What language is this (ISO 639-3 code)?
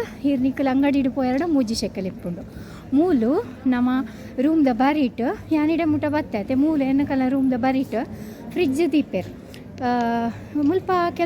tcy